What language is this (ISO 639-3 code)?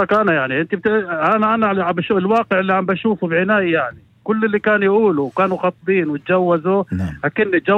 apc